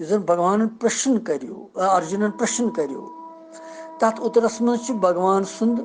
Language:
Kashmiri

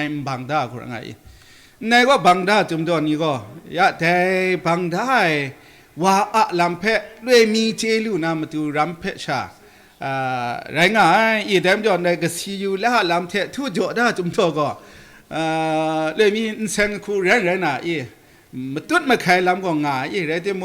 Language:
Kachin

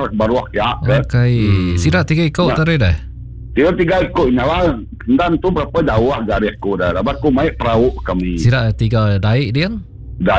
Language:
Iban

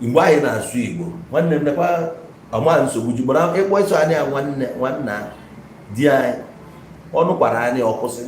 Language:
Igbo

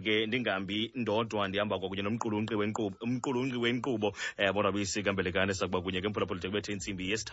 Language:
Xhosa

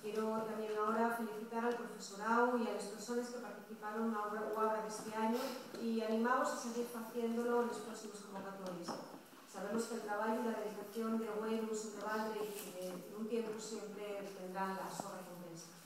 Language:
Asturian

